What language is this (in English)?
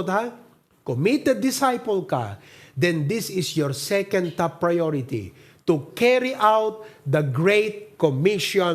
Iloko